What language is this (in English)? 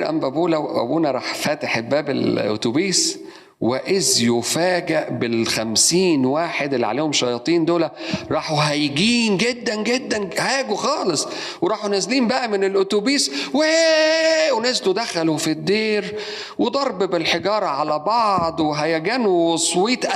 Egyptian Arabic